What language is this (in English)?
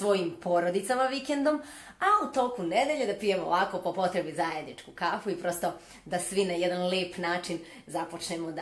Serbian